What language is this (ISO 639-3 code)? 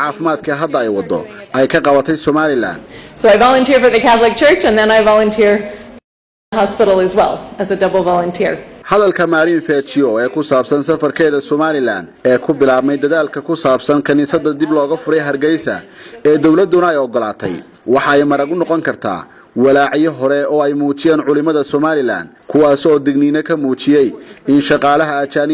som